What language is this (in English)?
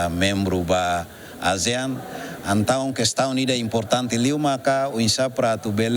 Tetum